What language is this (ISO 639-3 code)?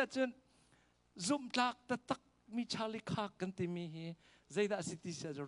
cnh